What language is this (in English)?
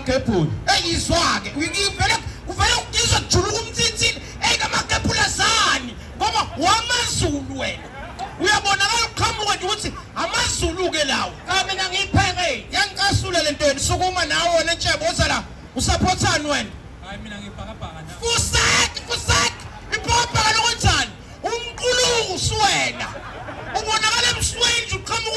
Zulu